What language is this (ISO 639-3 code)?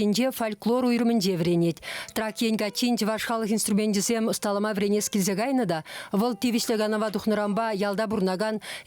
chv